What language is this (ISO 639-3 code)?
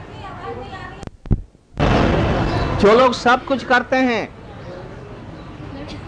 hin